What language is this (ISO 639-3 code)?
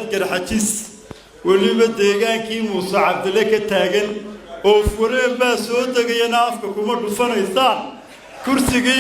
som